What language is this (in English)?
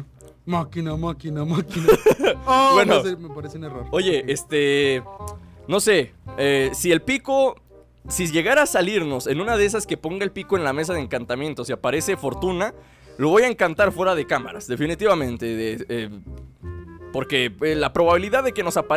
Spanish